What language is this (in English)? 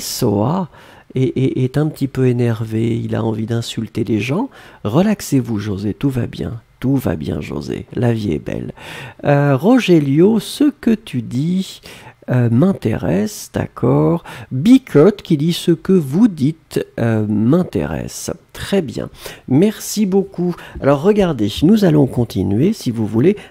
French